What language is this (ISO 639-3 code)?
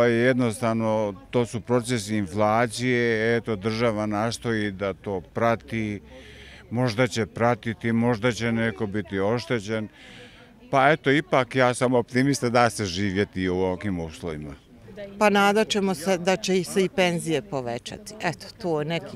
bos